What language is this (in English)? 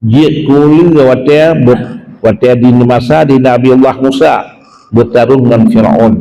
Achinese